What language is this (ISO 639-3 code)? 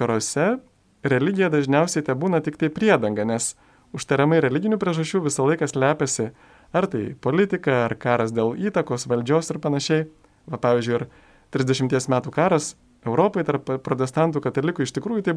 lit